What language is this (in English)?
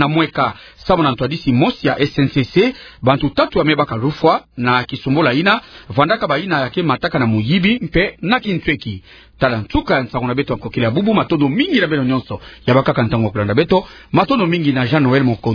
Kituba (Democratic Republic of Congo)